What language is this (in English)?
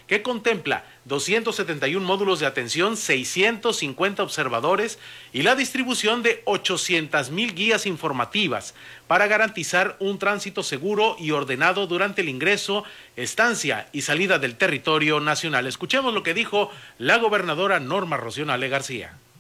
Spanish